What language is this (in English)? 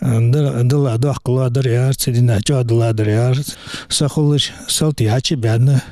Ingush